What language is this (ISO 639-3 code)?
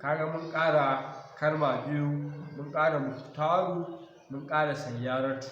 hau